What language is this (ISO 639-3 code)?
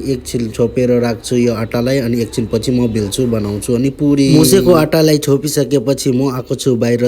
nep